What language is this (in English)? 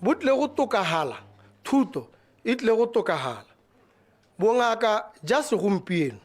Tswana